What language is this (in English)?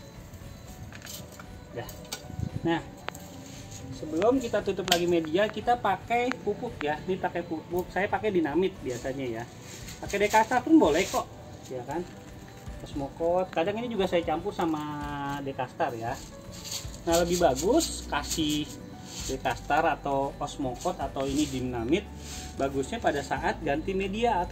Indonesian